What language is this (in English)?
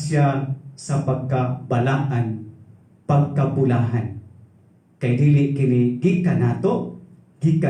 Cebuano